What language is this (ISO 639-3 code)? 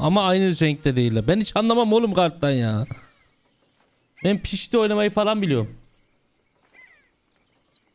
tur